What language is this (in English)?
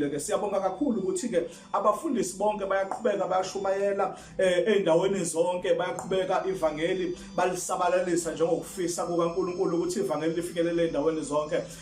Zulu